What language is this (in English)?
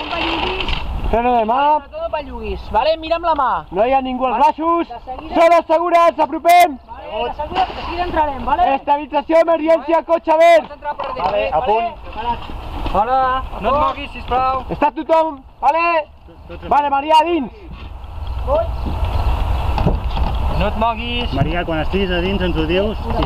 Catalan